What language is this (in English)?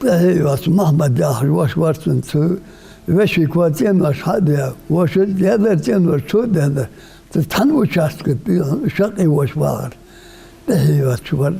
Ingush